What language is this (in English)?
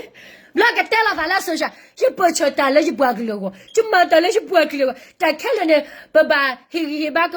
S'gaw Karen